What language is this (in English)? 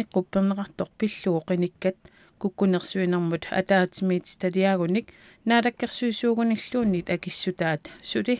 Kalaallisut